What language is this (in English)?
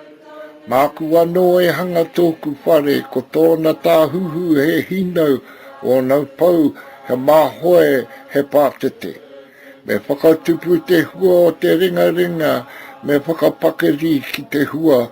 Māori